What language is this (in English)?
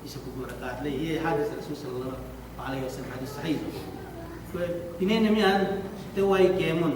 Yakan